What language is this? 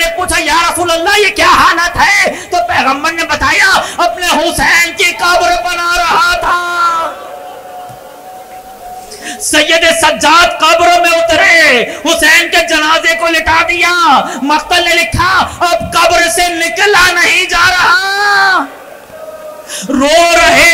Urdu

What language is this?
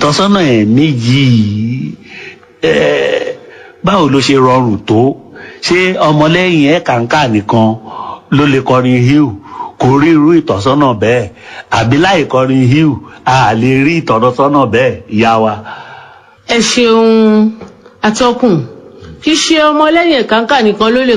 Yoruba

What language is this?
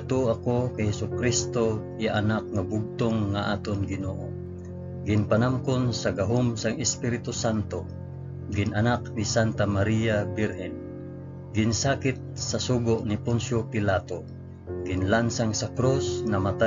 Hiligaynon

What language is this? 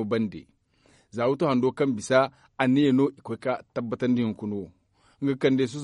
Zarma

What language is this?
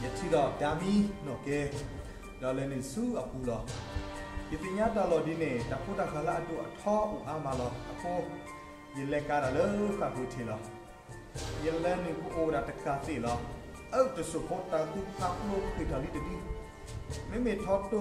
S'gaw Karen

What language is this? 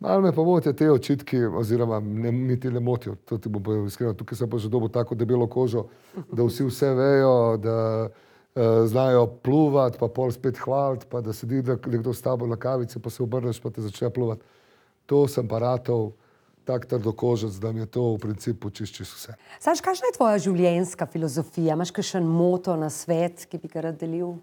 Slovenian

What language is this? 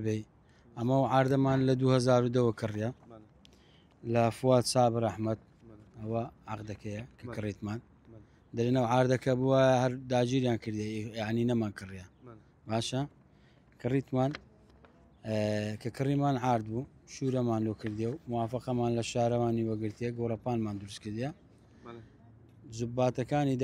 Central Kurdish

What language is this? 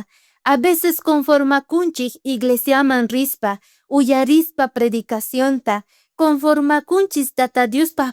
South Bolivian Quechua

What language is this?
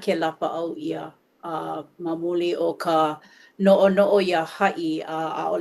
Hawaiian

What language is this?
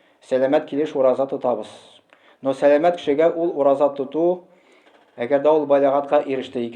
Tatar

